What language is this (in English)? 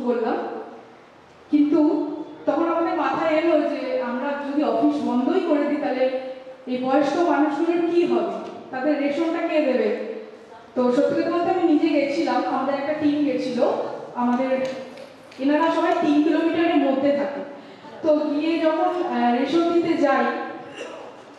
Bangla